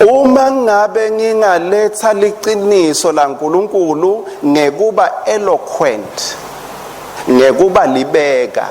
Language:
Swati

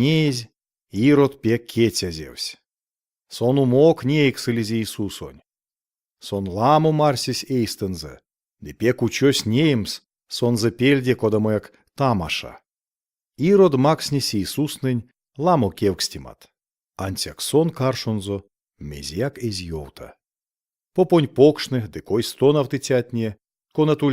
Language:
Erzya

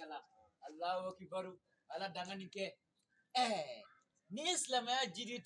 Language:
Bambara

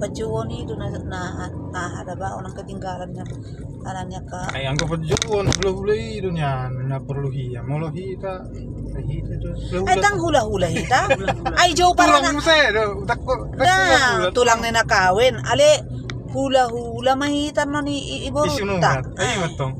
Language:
Batak Toba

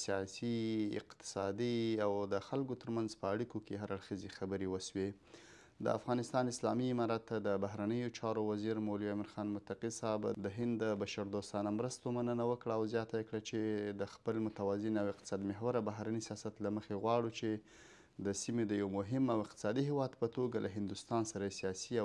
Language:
Pashto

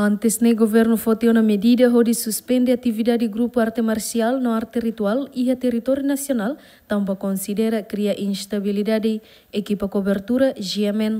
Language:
Tetum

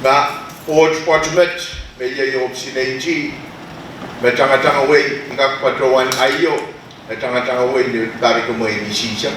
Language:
Pohnpeian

